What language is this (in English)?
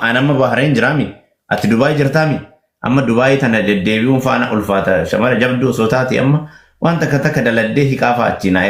Oromo